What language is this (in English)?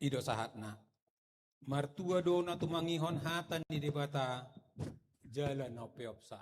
Batak Toba